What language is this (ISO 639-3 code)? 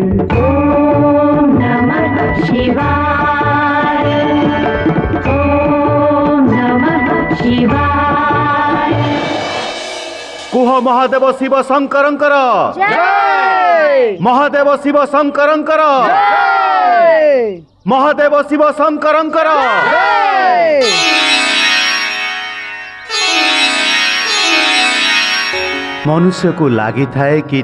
ori